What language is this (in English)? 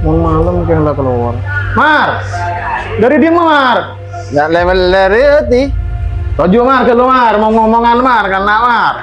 Madurese